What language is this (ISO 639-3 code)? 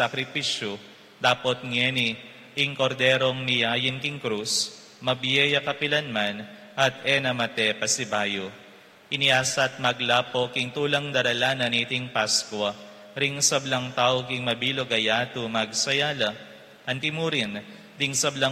pam